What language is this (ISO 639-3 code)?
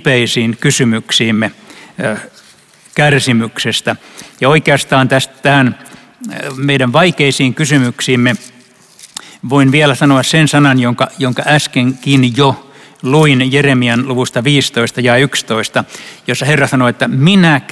fin